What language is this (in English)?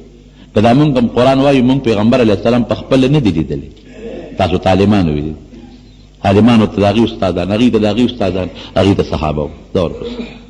Pashto